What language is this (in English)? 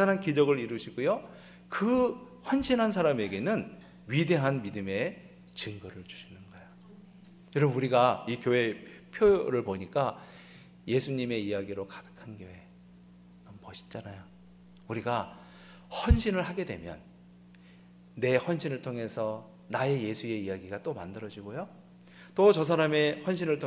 Korean